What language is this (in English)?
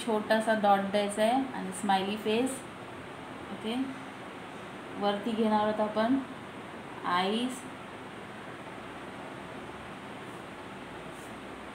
Marathi